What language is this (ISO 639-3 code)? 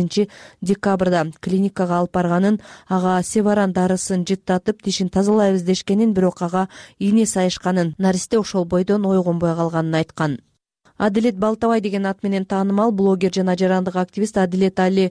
kir